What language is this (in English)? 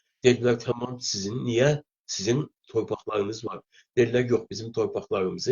South Azerbaijani